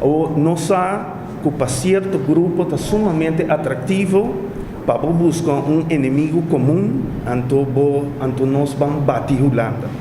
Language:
Papiamento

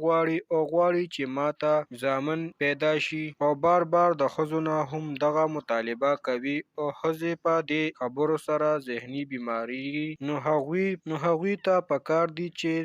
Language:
Pashto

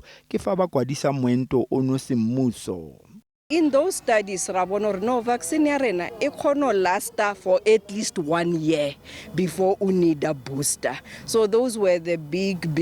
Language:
Tswana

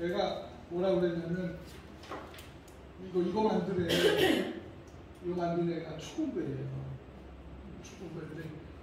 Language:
Korean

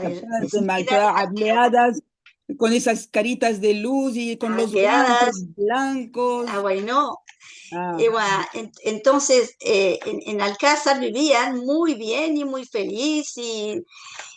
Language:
Ladino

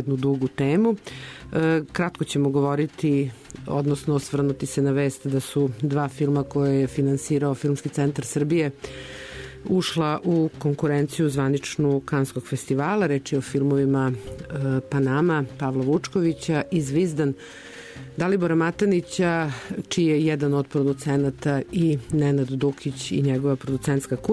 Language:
Serbian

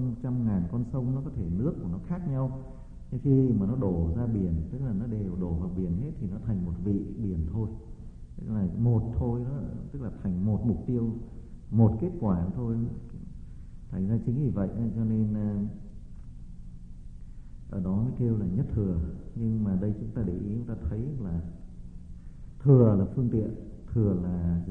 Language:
Vietnamese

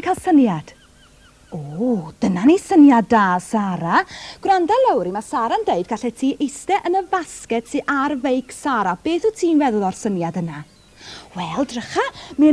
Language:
Welsh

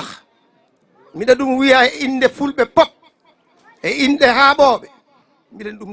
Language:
Fula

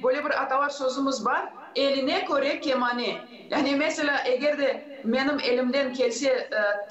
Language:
Gagauz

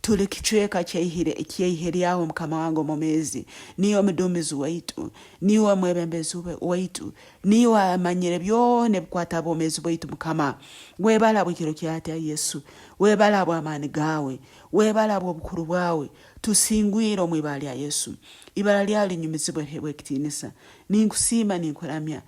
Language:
Nyoro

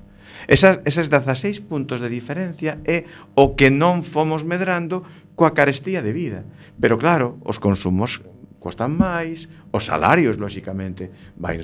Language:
Galician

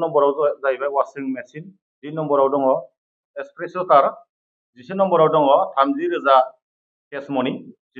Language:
Bodo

